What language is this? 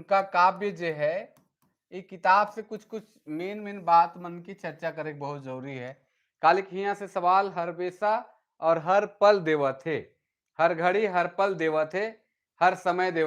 Sadri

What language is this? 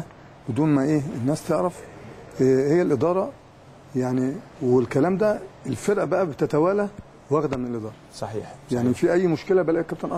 Egyptian Arabic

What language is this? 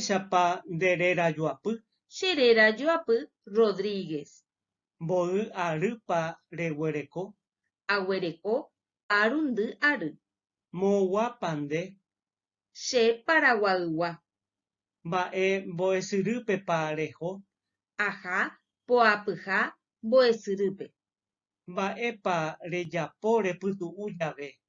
Guarani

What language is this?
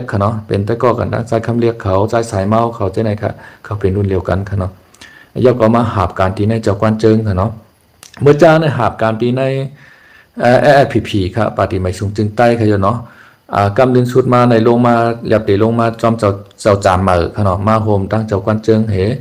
Shan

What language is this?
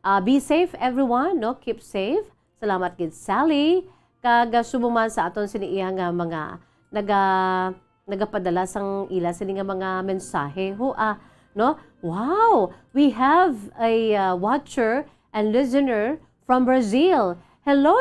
Hiligaynon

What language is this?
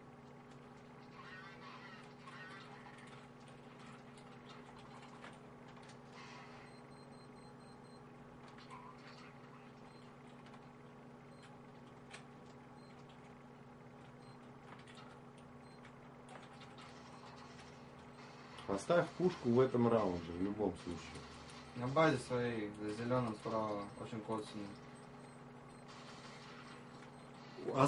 Russian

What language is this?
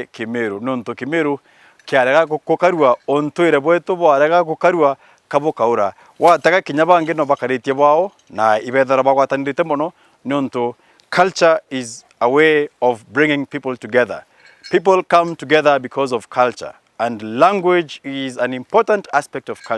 Meru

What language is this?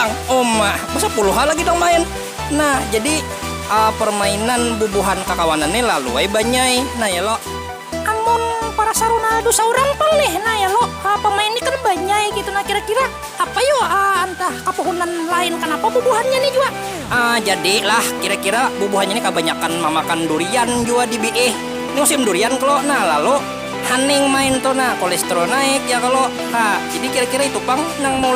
Banjar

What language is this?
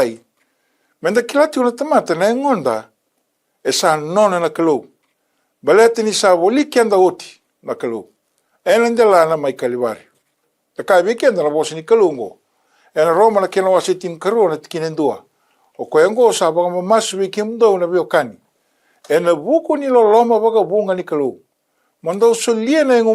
Fijian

